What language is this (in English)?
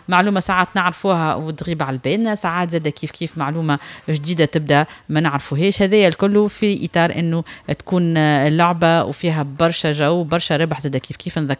Tunisian Arabic